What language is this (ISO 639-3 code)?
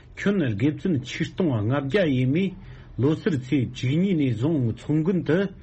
bod